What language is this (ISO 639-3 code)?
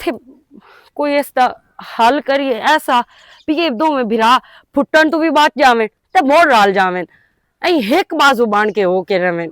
lah